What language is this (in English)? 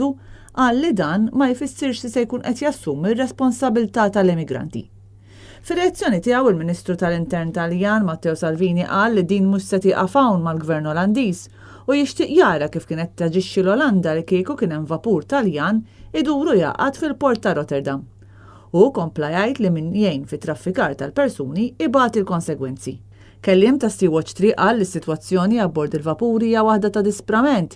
Maltese